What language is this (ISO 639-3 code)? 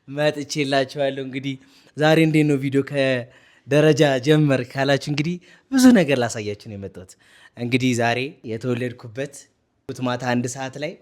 amh